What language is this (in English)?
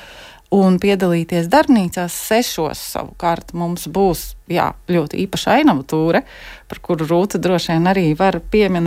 Latvian